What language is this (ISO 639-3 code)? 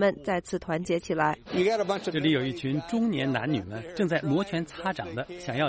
zho